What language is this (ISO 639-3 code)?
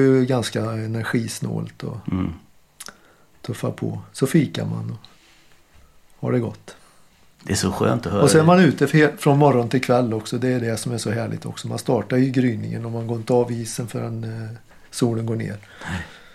swe